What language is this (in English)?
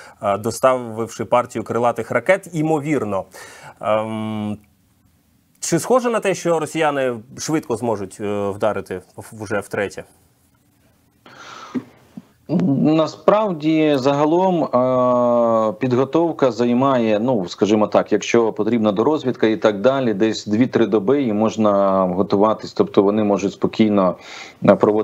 Ukrainian